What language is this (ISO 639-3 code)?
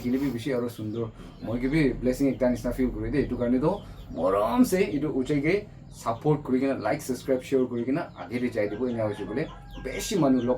nag